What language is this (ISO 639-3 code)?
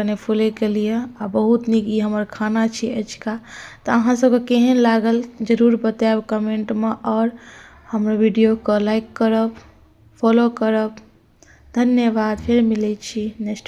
mai